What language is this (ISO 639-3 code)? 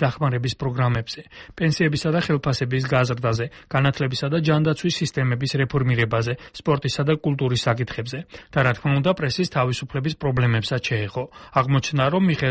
kat